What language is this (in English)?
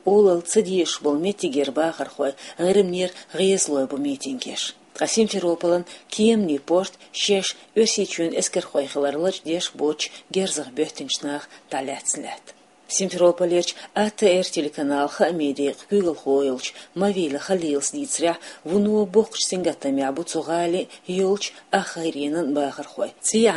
Chechen